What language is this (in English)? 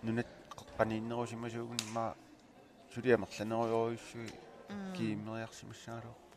Kalaallisut